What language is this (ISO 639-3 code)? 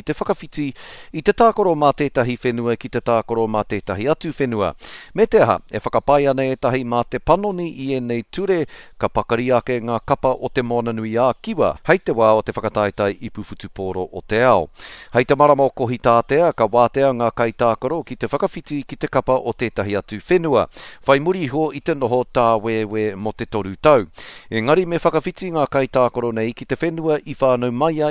mri